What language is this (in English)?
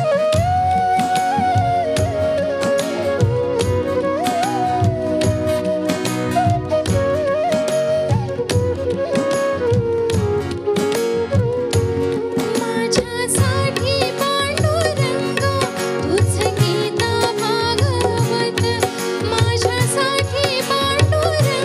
Marathi